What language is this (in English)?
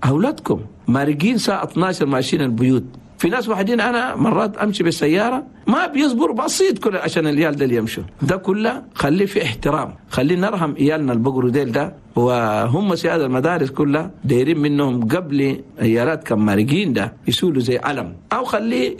Chadian Arabic